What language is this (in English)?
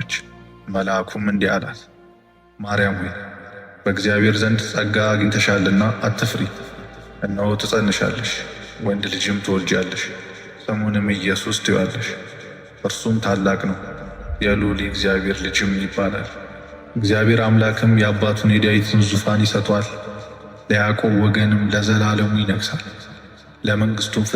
Amharic